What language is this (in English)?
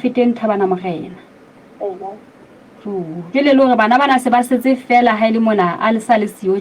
Southern Sotho